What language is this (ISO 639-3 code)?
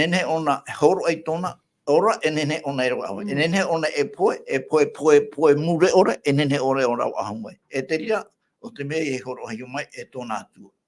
tah